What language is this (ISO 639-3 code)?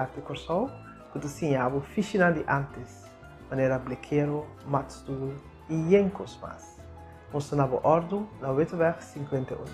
pap